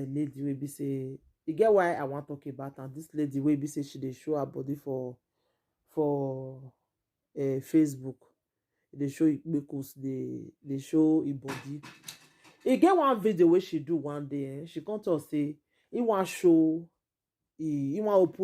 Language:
Nigerian Pidgin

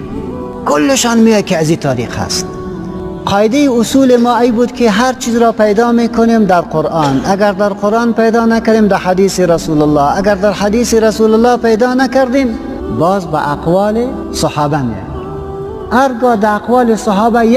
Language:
Persian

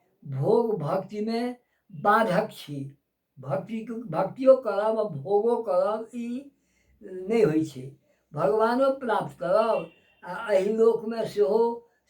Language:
Maithili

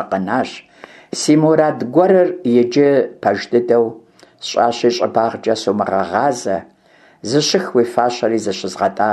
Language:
Kabardian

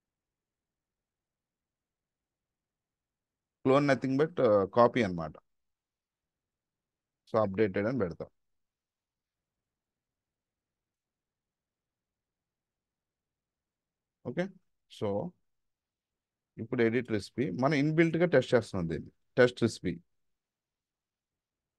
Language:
Telugu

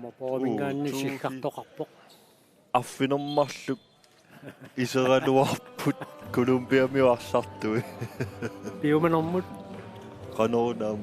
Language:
Kalaallisut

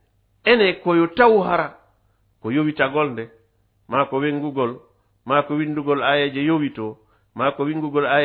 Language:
Fula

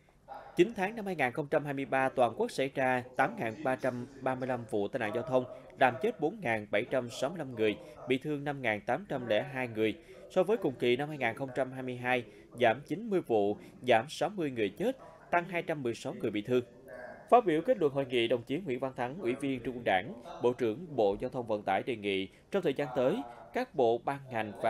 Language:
Vietnamese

